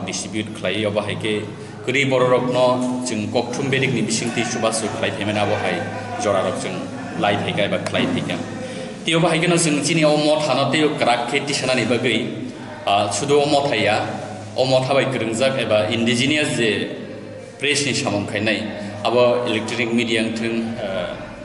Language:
Kok Borok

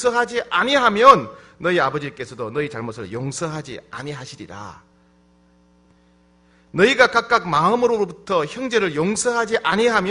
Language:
Korean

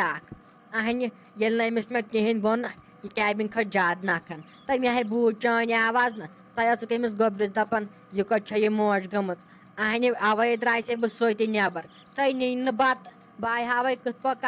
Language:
Kashmiri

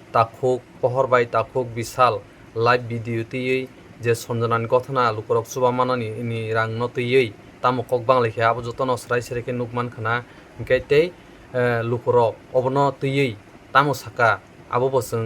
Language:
Kok Borok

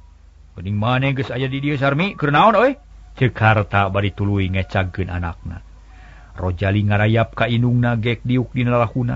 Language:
Sundanese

